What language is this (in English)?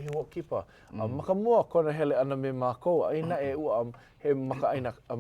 Hawaiian